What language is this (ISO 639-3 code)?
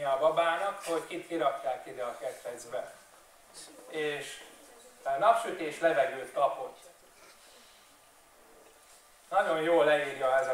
hun